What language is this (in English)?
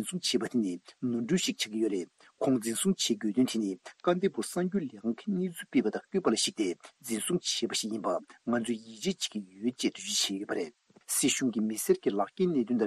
Tibetan